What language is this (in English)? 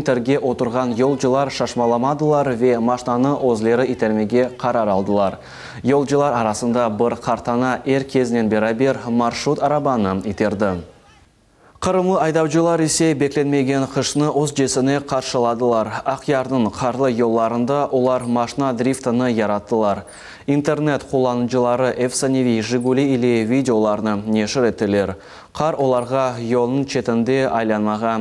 Crimean Tatar